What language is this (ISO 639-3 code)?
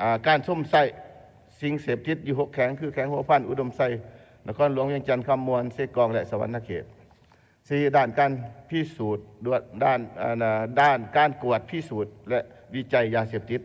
lao